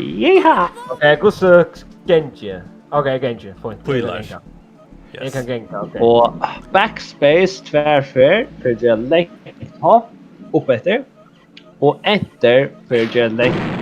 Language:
Faroese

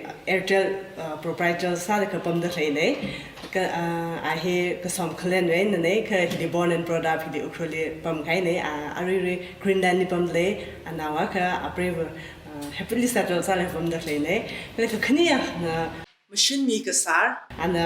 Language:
Tangkhul Naga (India)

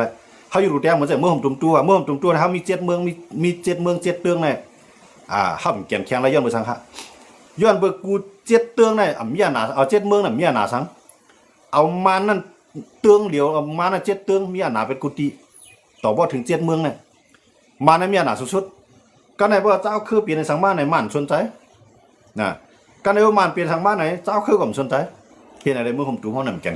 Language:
Shan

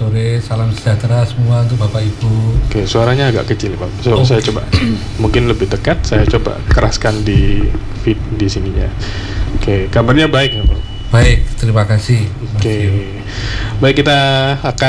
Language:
Indonesian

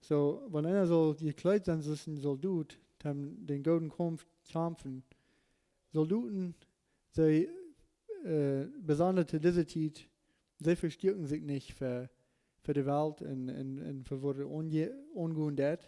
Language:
Plautdietsch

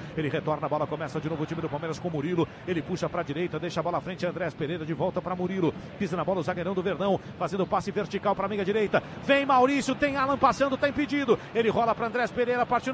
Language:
Portuguese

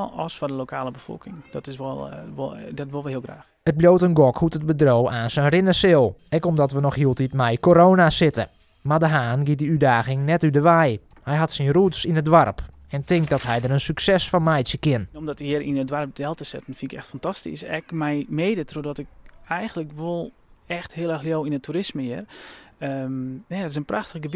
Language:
Western Frisian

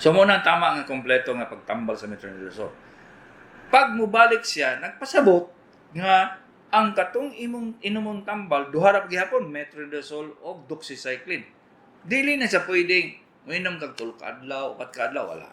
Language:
Cebuano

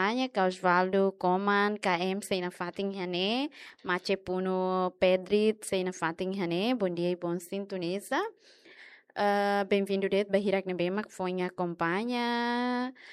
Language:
Tetum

